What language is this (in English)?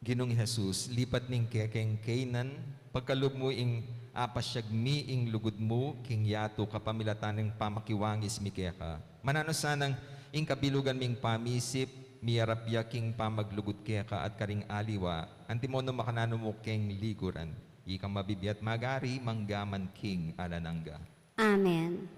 Pampanga